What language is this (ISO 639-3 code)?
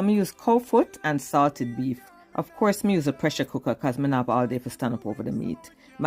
jam